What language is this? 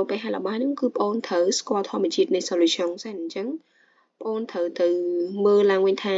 Khmer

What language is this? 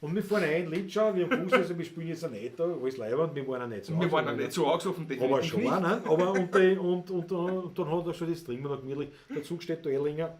Bavarian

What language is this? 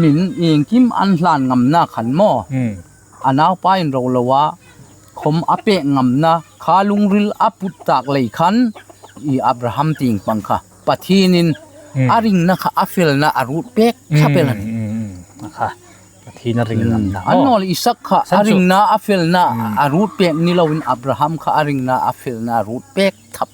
Hmar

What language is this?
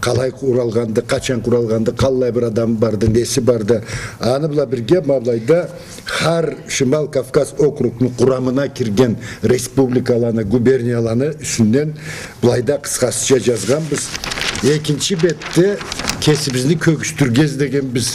Karachay-Balkar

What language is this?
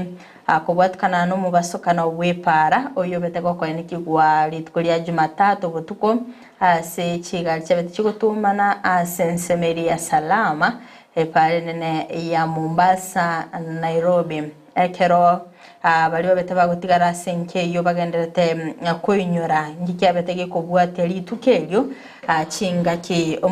Gusii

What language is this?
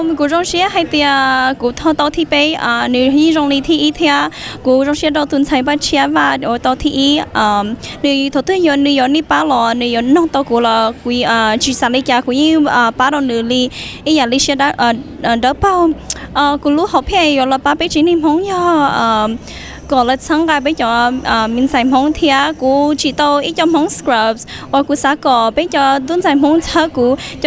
Hmong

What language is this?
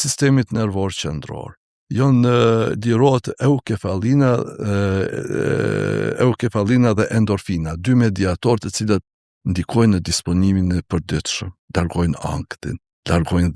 Albanian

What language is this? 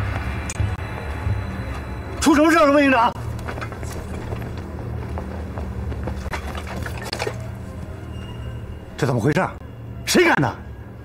Chinese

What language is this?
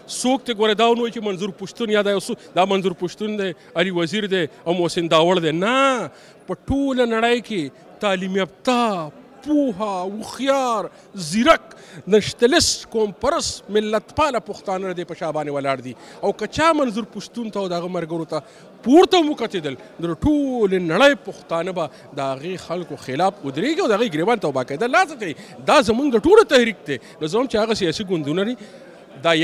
Pashto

